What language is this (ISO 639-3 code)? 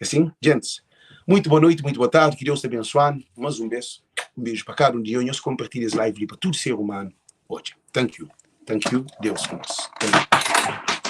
kea